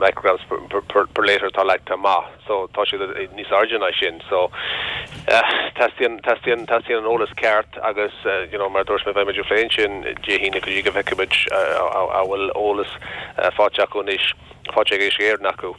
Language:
Irish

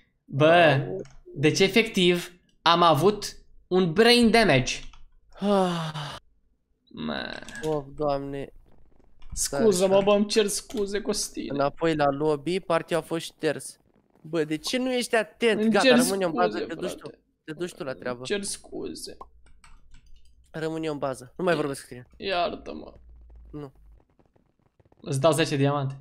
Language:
Romanian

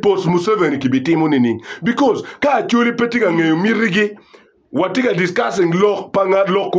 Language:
Acoli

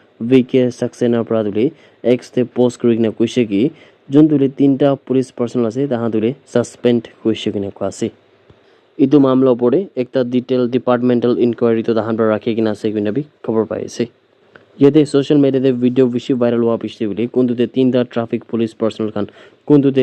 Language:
Naga Pidgin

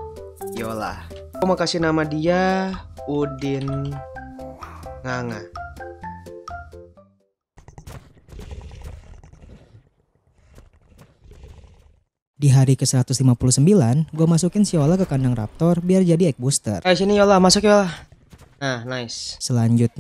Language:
Indonesian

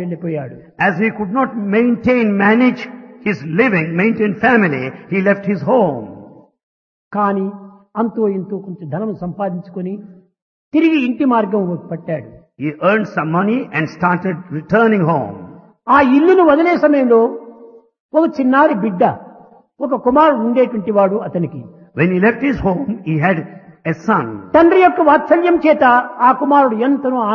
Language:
Telugu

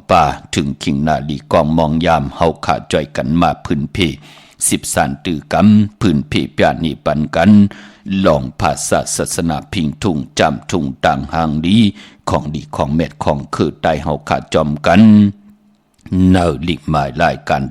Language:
Shan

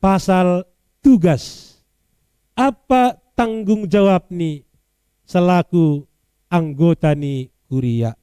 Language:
Batak Simalungun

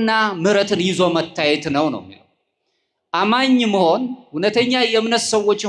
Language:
Amharic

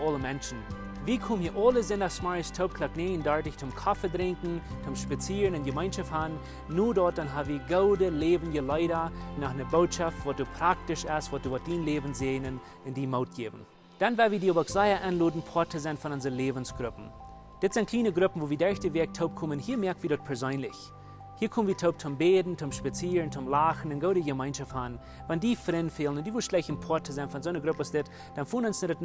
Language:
Plautdietsch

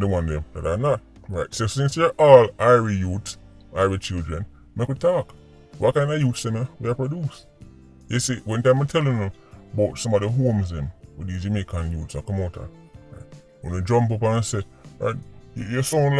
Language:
Jamaican Creole English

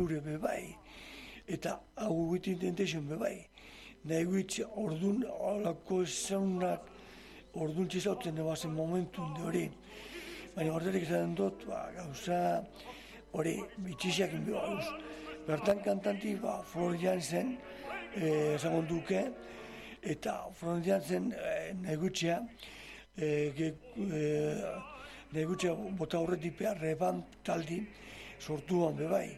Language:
Basque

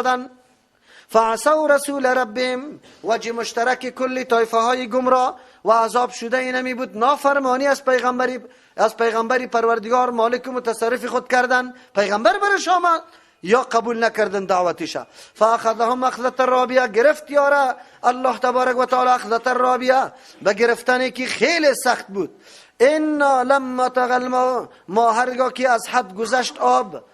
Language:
Persian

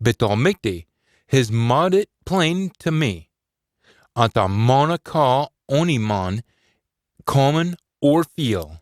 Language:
Scots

